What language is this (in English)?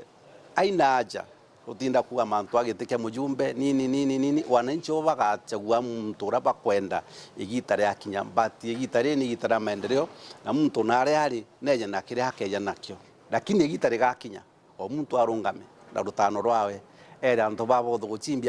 Meru